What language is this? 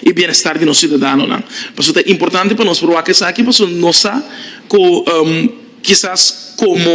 Papiamento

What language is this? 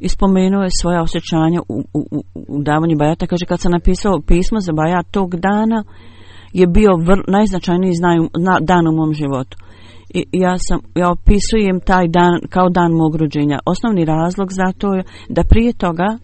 Bosnian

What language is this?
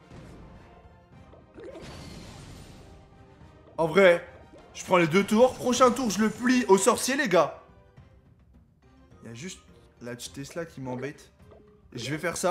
French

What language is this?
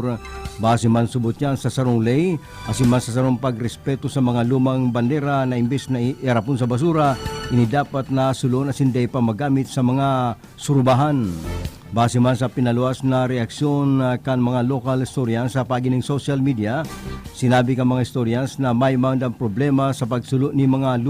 Bikol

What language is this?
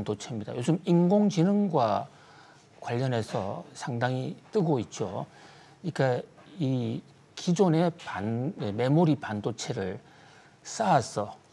Korean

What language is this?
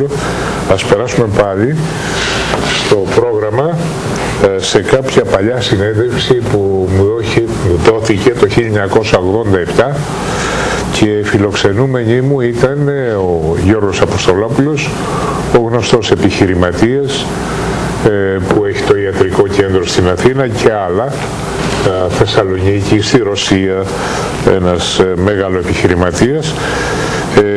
Greek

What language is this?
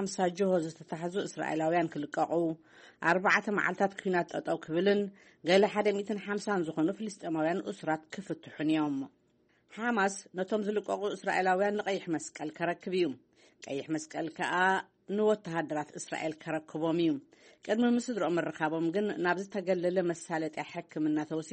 Tigrinya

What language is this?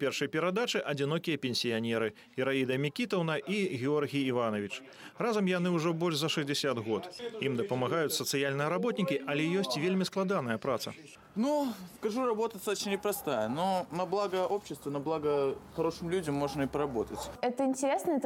Belarusian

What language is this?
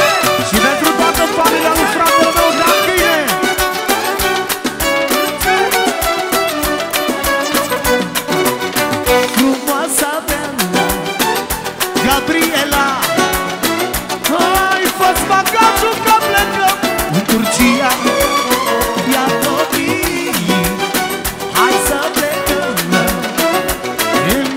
Romanian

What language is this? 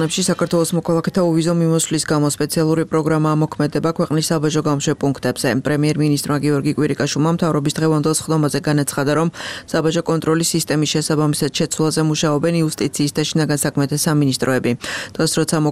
Georgian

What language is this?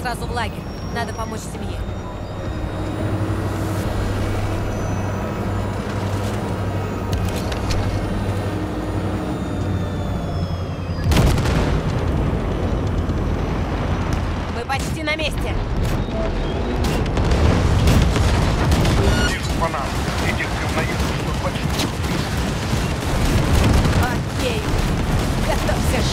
Russian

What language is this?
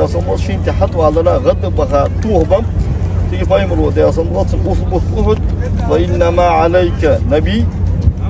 Ingush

